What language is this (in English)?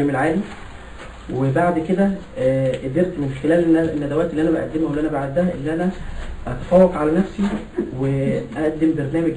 Egyptian Arabic